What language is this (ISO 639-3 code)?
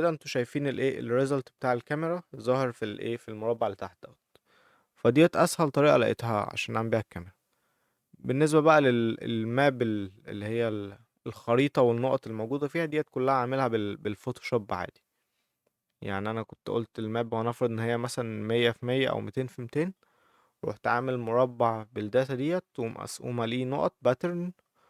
arz